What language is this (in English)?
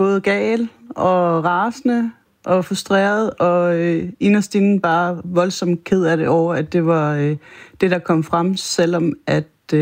Danish